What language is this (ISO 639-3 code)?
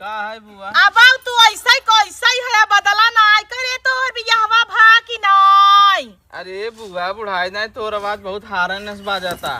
awa